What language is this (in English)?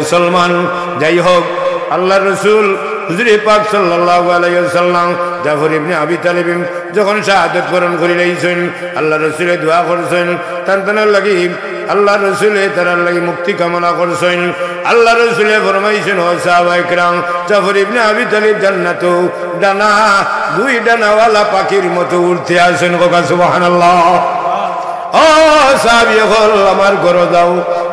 Sylheti